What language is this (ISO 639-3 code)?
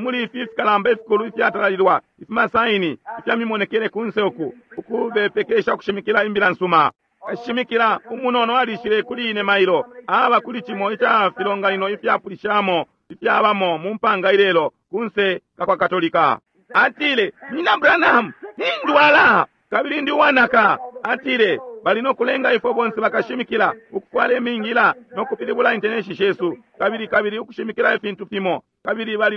bem